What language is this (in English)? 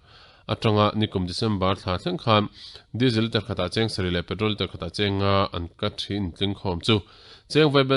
Mizo